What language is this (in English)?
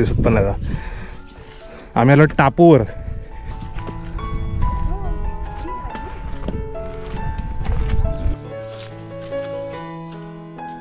Marathi